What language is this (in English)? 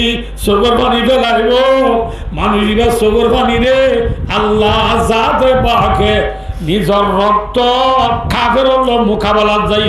Rohingya